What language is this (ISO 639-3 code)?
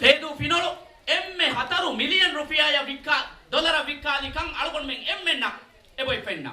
div